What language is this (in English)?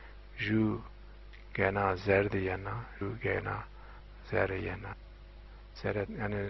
Zaza